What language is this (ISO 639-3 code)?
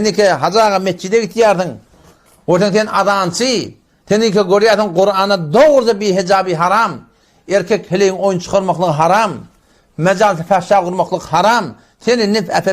tuk